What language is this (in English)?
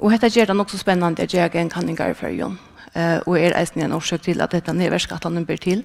Faroese